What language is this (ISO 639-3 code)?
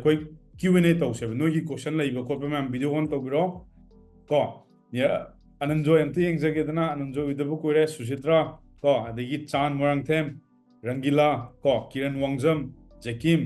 mni